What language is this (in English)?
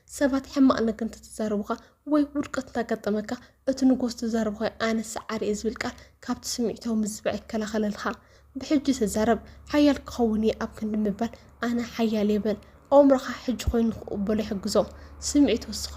Tigrinya